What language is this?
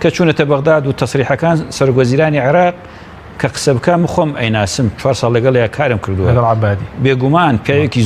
Central Kurdish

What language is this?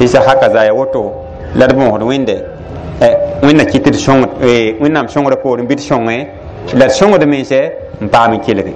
Mossi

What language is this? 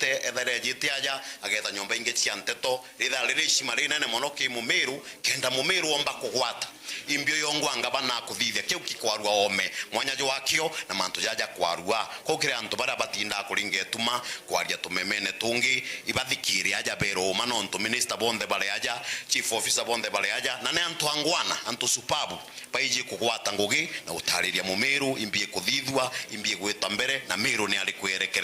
Meru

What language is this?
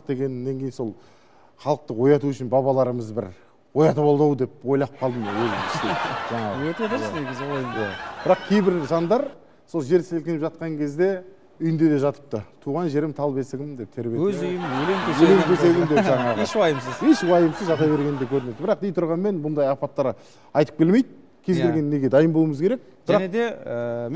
Kazakh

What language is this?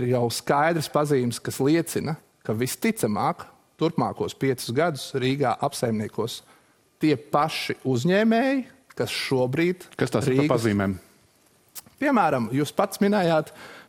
Latvian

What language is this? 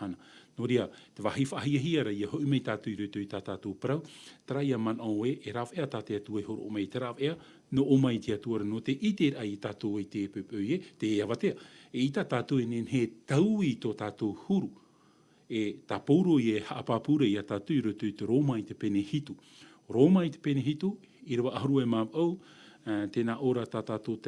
Tahitian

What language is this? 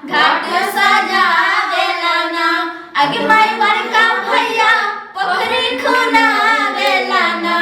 Maithili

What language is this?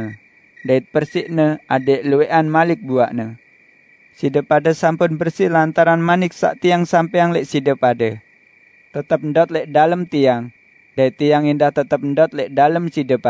Sasak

